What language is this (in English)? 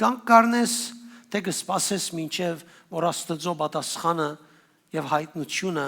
Western Armenian